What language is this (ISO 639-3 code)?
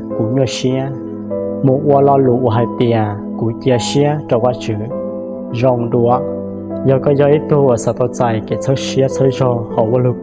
hmn